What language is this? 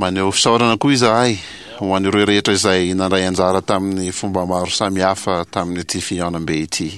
Malagasy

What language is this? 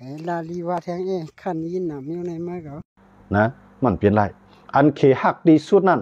Shan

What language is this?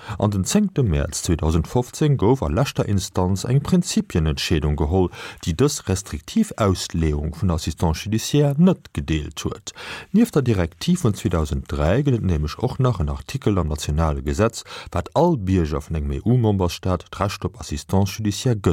Luxembourgish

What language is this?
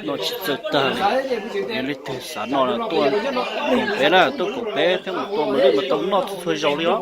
Hmong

